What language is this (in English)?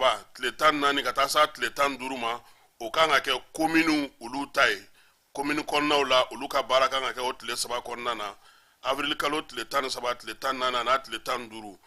Bambara